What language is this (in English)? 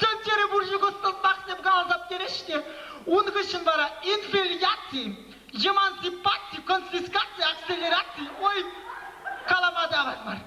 Chuvash